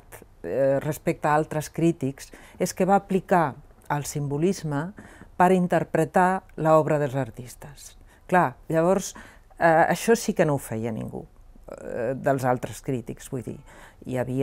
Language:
Catalan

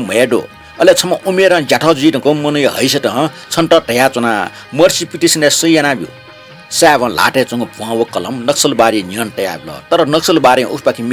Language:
Newari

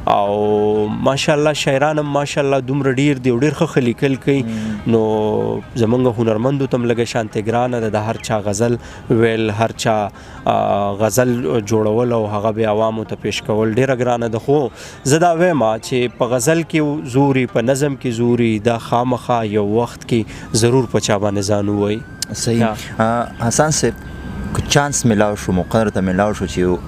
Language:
Pashto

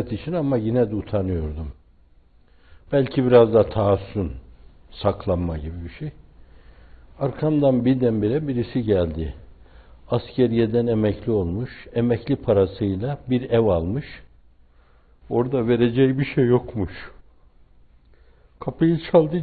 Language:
Turkish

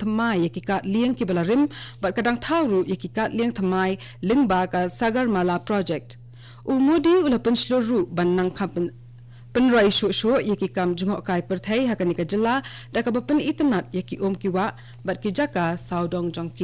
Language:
Khasi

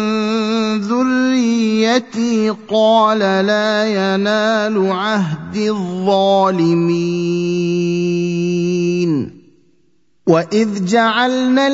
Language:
Arabic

